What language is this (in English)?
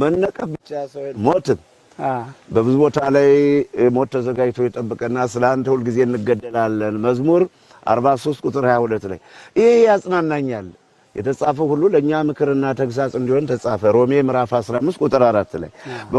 Amharic